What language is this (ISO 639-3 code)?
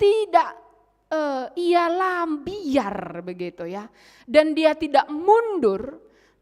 btx